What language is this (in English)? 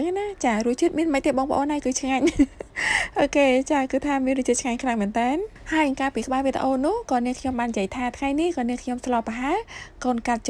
Khmer